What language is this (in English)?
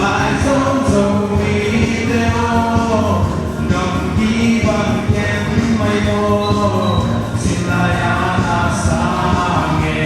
Paite Chin